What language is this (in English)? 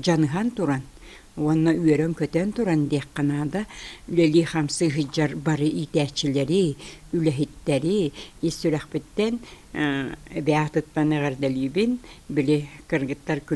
Yakut